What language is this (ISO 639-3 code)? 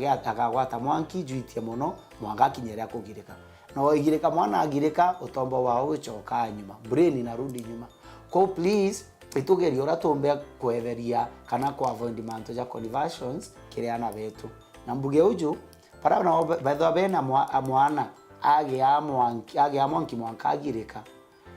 mer